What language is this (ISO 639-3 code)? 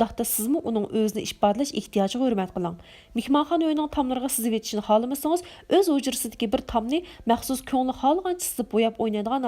uig